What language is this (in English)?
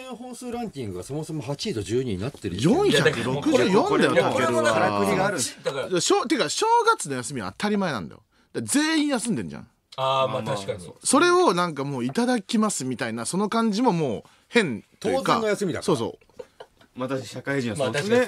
Japanese